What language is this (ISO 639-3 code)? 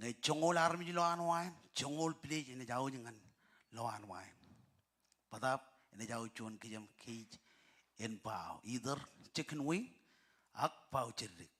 mah